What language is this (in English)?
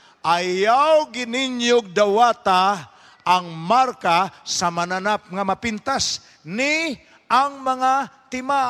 Cebuano